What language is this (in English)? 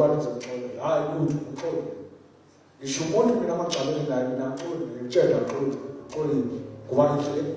Zulu